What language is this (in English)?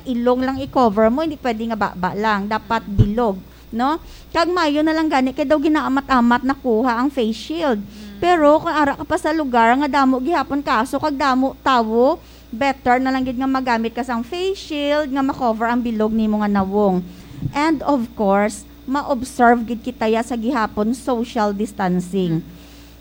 Hiligaynon